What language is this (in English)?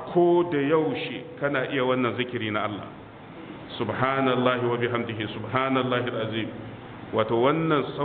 Hausa